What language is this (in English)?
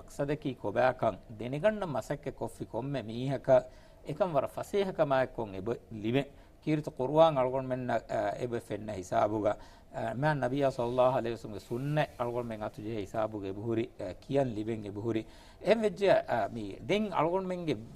Divehi